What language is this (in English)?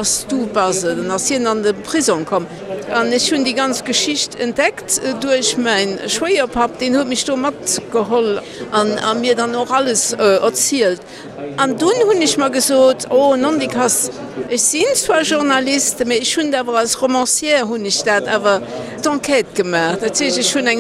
Luxembourgish